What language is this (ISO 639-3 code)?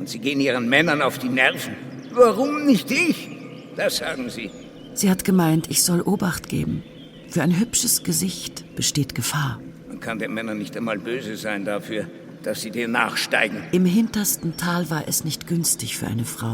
gsw